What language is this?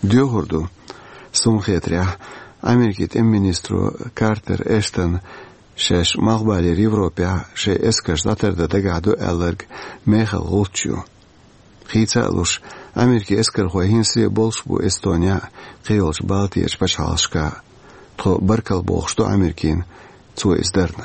Chechen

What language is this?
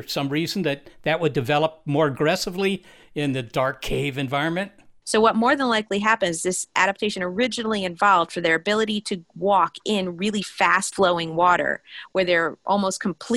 English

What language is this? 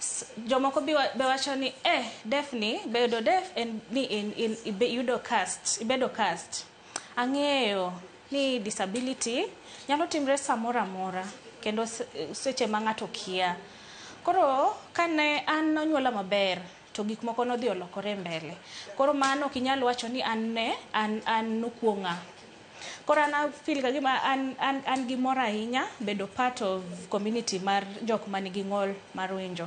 Luo (Kenya and Tanzania)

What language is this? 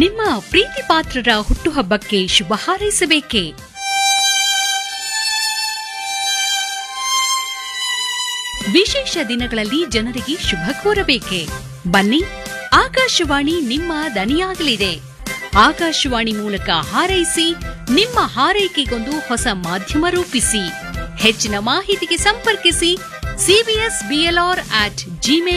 Kannada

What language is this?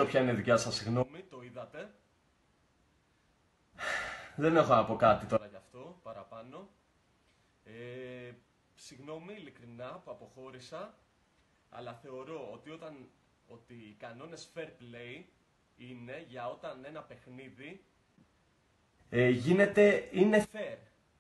Greek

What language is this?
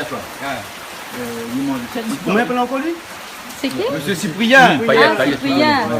Réunion Creole French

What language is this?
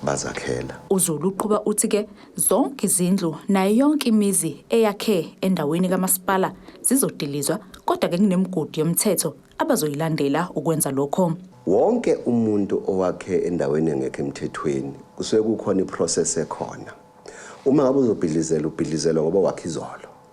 Zulu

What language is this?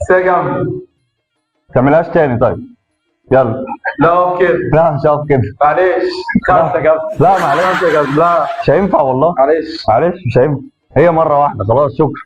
Egyptian Arabic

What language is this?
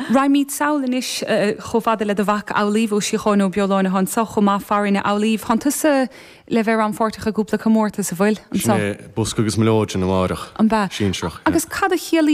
Irish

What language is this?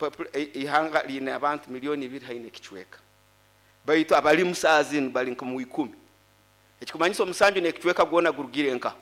Nyoro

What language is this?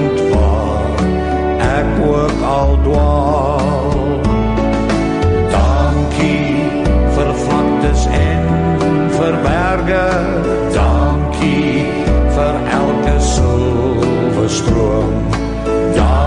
Afrikaans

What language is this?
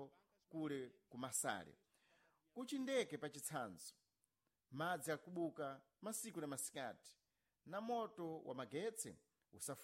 Sena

